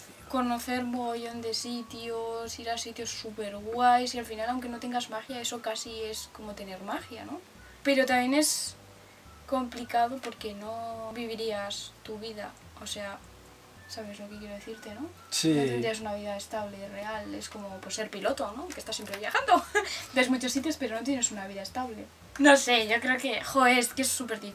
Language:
Spanish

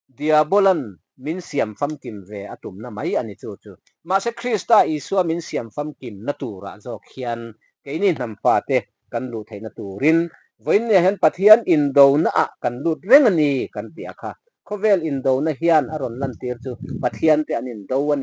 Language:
Mizo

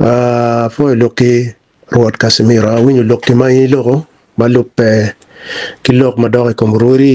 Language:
Acoli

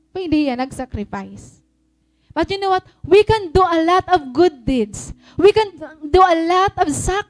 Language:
Waray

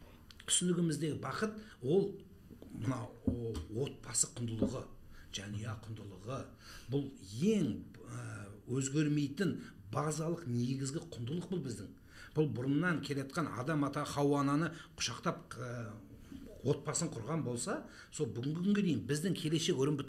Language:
Kazakh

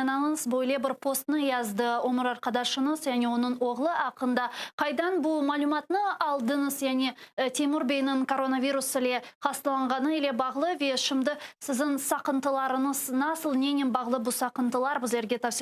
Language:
Crimean Tatar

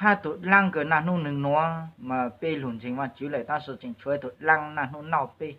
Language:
Hmong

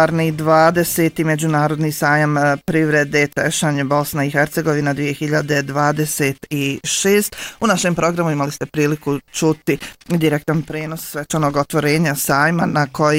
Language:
Bosnian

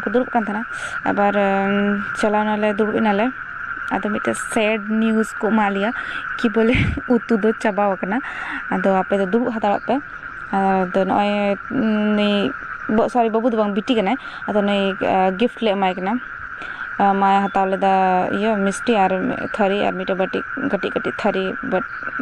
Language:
Santali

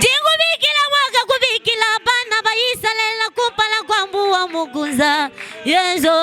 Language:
Luba-Lulua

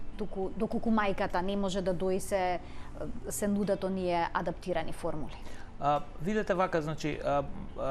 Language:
Macedonian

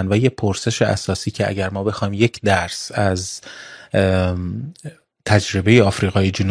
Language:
Persian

